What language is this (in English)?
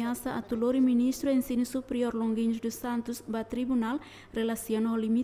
Tetum